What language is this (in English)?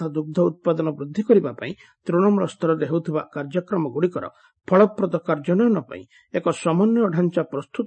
Odia